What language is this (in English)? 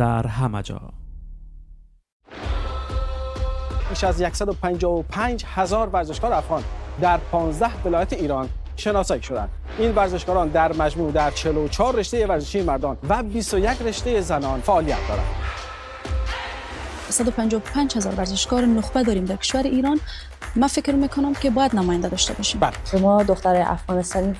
Persian